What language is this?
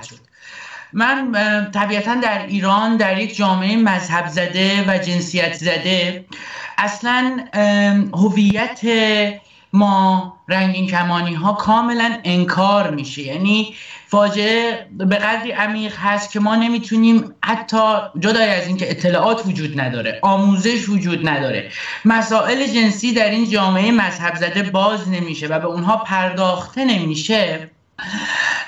Persian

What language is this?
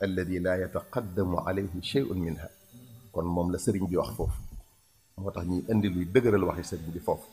Wolof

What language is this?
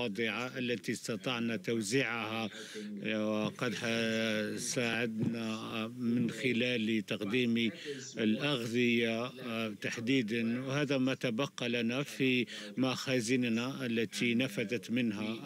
Arabic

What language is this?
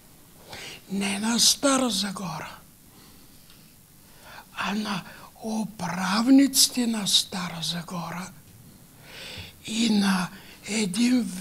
Bulgarian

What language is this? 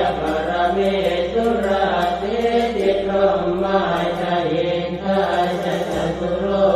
Pali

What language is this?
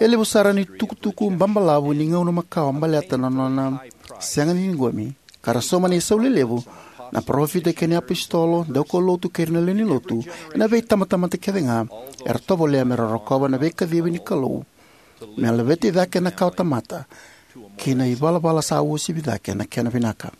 Fijian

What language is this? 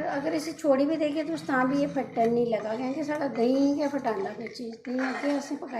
Dogri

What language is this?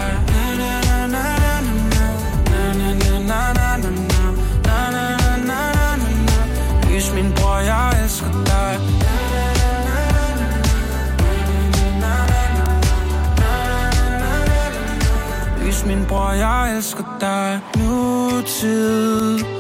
Danish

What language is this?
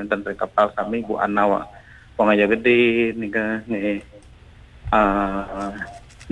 Balinese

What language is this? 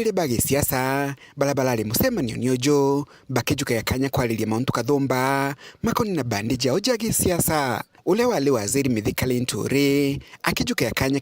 Meru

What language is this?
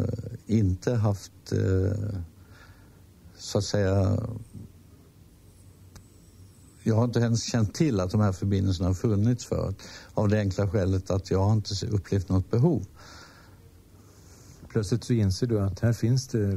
Swedish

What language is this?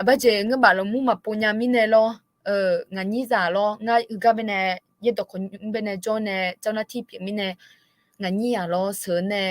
Akha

